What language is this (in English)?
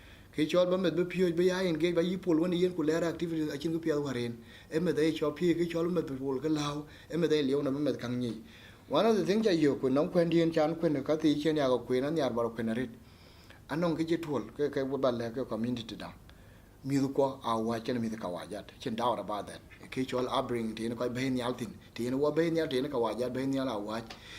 Dinka